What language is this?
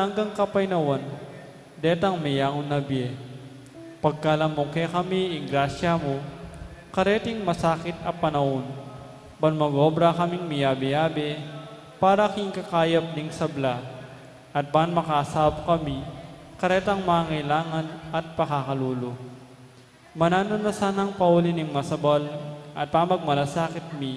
Pampanga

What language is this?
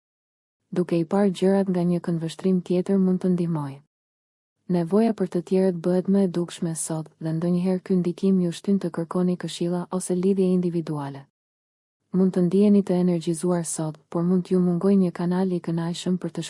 Albanian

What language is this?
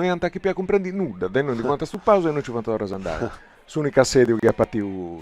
Sardinian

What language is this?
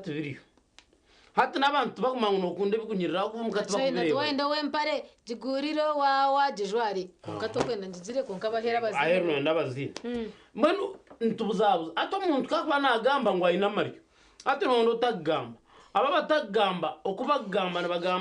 Nyankole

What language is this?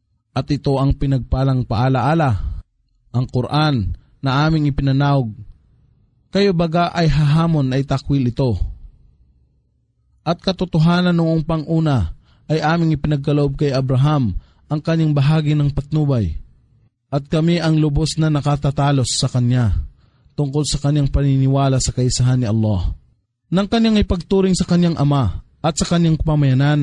Filipino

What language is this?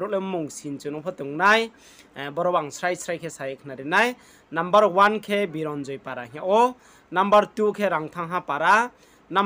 Riang (India)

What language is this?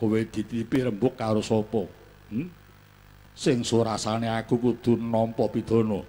Javanese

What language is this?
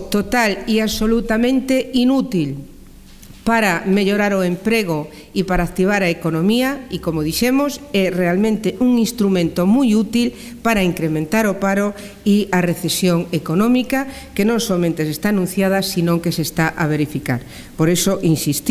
Galician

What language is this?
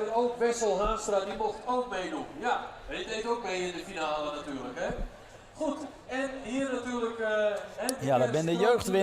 Western Frisian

